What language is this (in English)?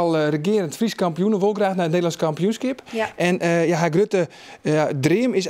Western Frisian